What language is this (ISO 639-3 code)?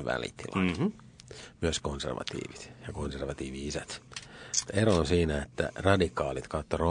fin